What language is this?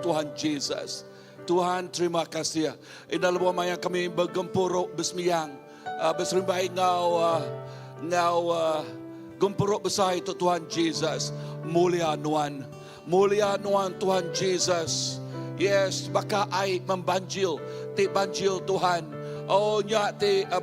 Iban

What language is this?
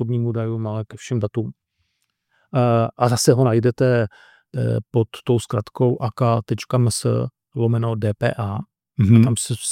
Czech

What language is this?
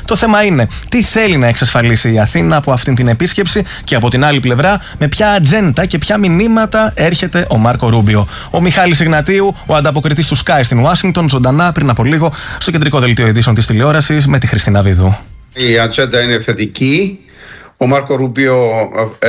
Greek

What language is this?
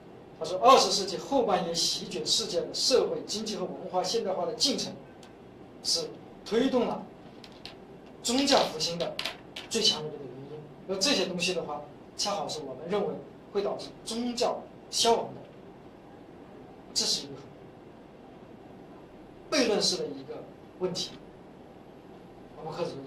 Chinese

